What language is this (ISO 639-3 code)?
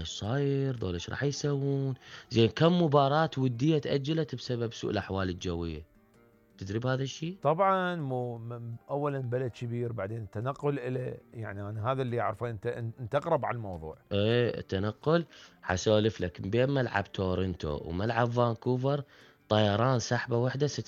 acm